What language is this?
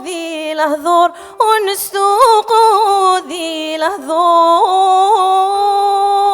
Kabyle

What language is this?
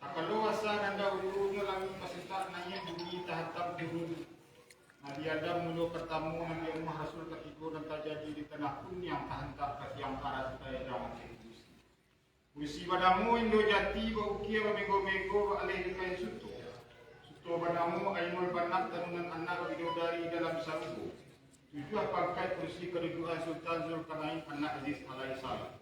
Minangkabau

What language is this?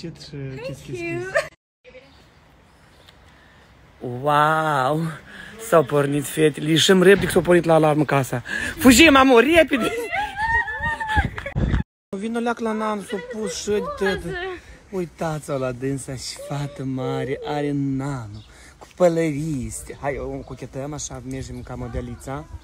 Romanian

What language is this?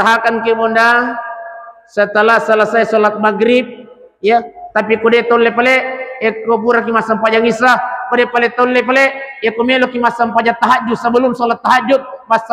Buginese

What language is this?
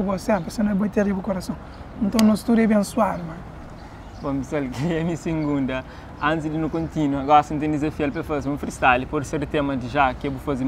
Kabuverdianu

